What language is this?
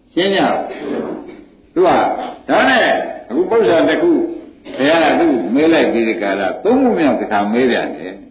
Burmese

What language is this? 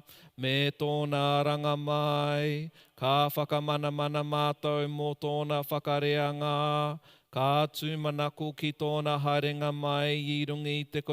Māori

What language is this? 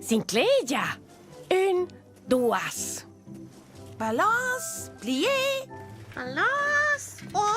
Romansh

